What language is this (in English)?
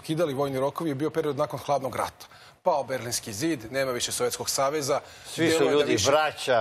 Serbian